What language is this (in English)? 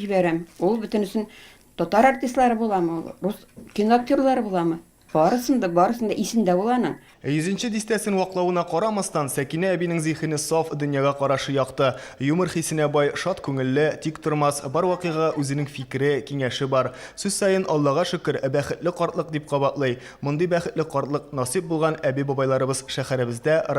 Tatar